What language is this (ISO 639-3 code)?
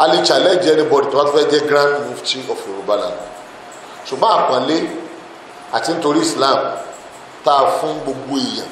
yor